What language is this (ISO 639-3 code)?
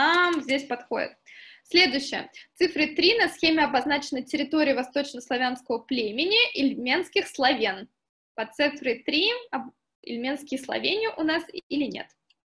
rus